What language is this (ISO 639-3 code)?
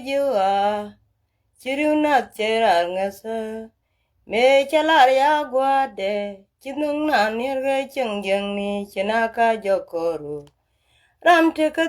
nus